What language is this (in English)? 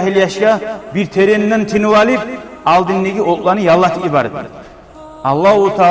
Kumyk